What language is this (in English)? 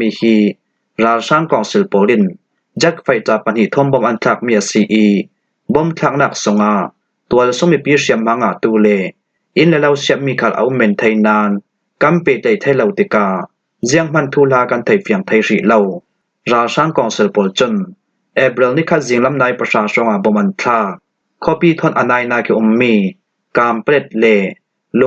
Falam Chin